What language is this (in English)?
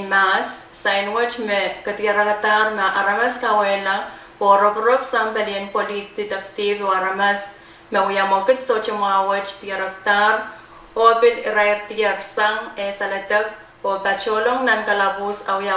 Pohnpeian